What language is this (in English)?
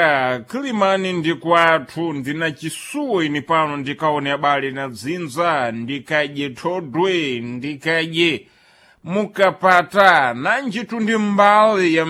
Sena